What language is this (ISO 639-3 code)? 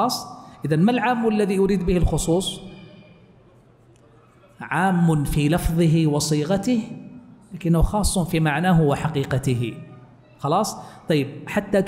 ara